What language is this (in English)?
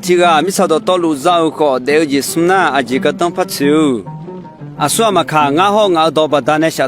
Akha